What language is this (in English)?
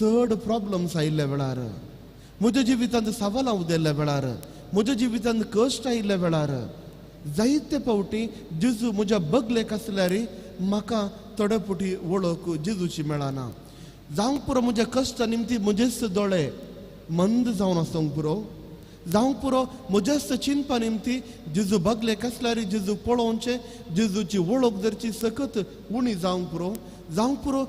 Konkani